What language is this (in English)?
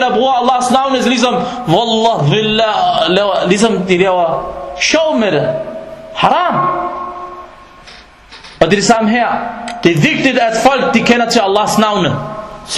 Danish